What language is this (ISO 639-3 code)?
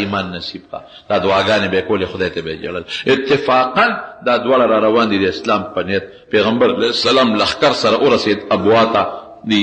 pus